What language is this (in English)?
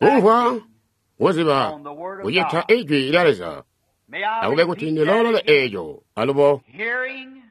Tonga (Zambia)